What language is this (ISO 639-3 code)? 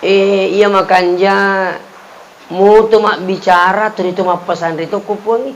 bug